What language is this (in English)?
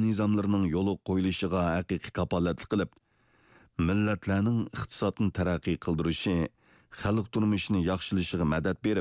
Uyghur